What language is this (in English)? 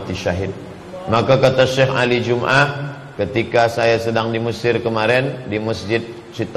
Indonesian